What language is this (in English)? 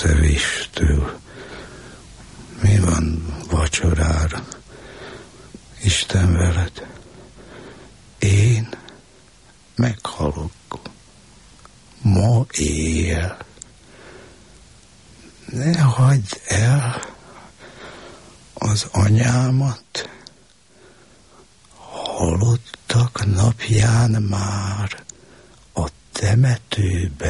Hungarian